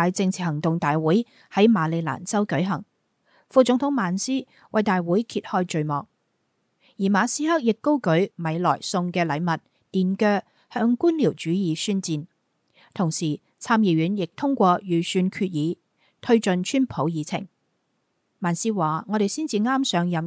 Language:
Cantonese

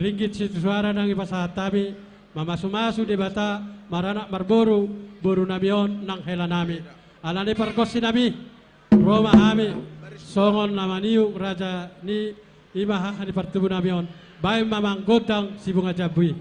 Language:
Batak Toba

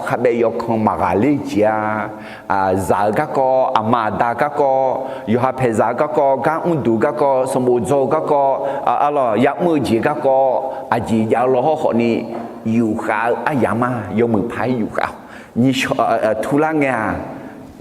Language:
Akha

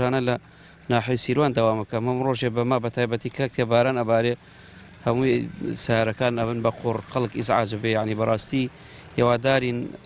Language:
Central Kurdish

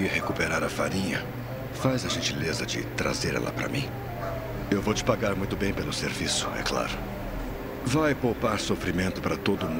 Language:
Portuguese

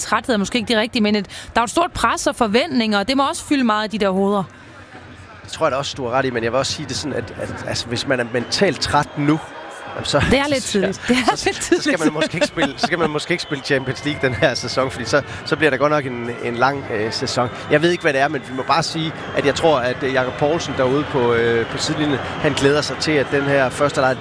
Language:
Danish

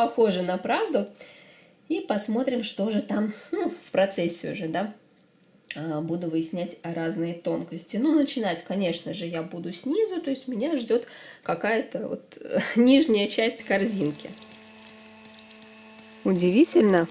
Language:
Russian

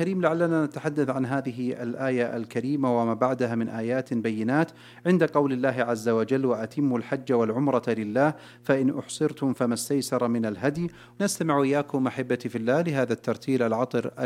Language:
Arabic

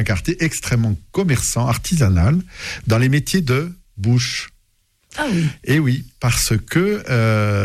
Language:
French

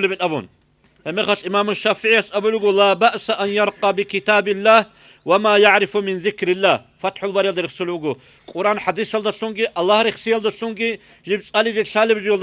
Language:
Avaric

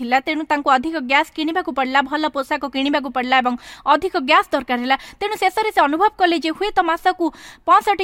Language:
Odia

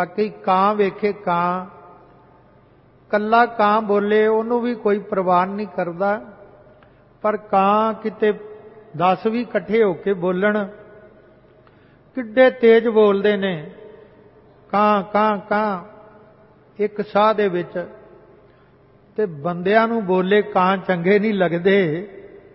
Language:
Punjabi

